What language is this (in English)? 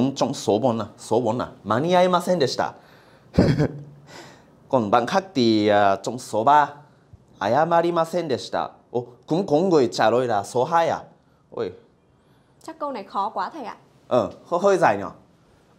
Vietnamese